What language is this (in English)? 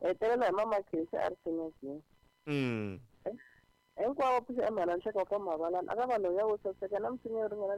Tsonga